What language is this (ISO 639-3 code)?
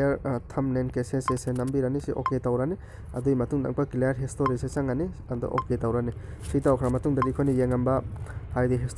mni